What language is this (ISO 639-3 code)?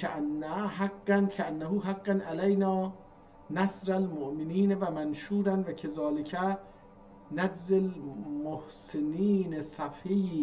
azb